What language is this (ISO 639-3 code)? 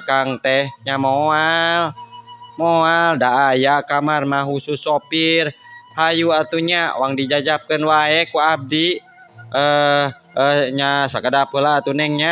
sun